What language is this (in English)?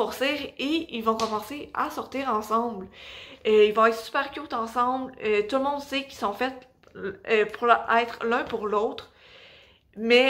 French